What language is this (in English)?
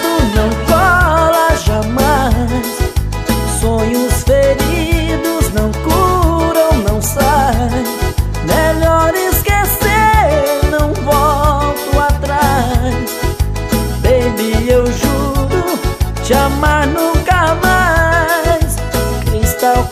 Portuguese